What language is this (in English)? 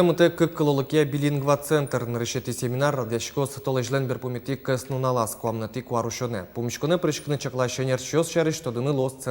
Udmurt